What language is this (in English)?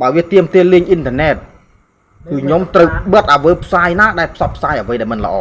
Khmer